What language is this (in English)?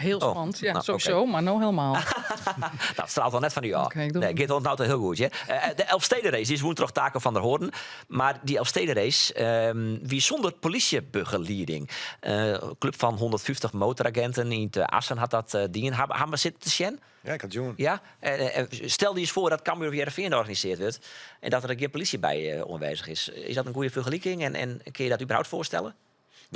Western Frisian